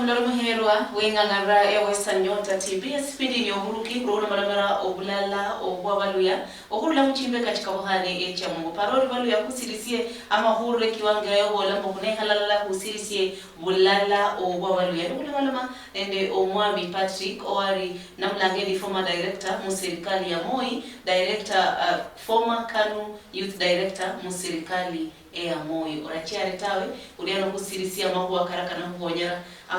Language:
Luyia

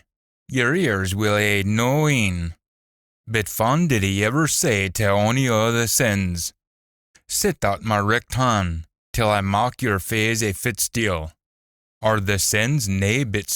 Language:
Scots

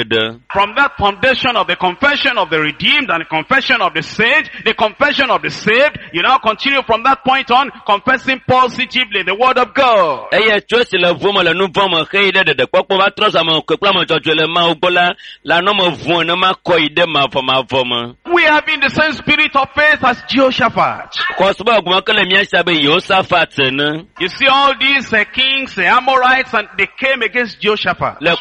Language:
Ewe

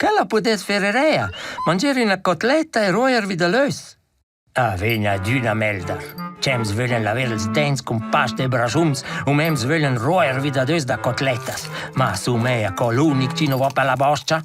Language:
Romansh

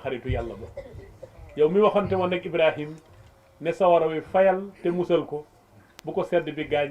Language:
Wolof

